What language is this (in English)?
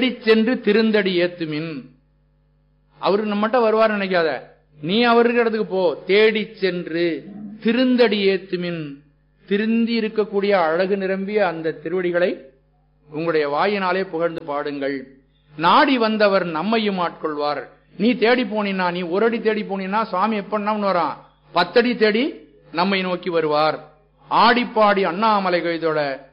Tamil